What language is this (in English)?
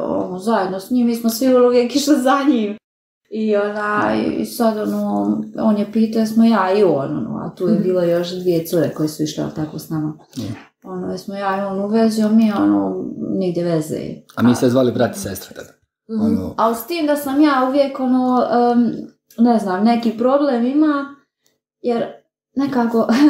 Croatian